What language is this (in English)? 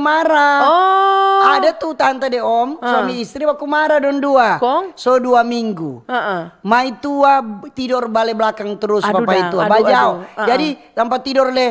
Manado Malay